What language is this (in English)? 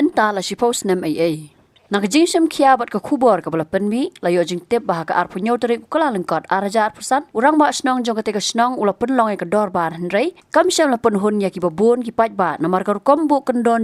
Khasi